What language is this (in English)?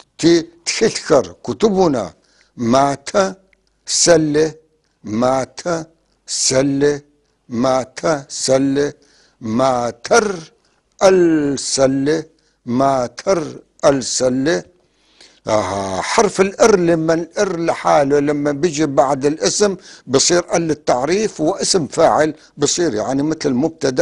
North Levantine Arabic